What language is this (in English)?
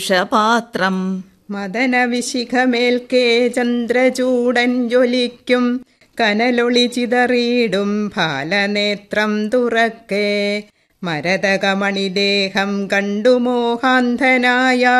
Malayalam